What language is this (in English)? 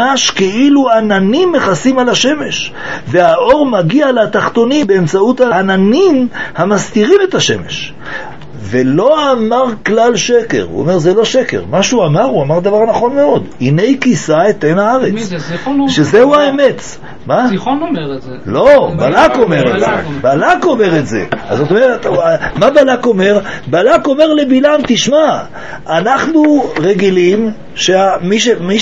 Hebrew